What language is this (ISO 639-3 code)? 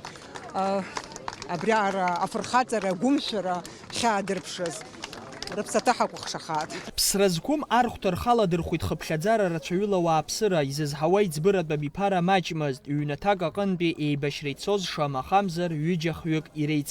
abk